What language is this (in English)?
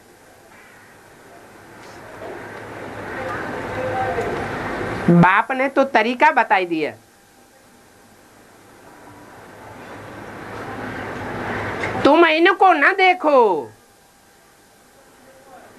Hindi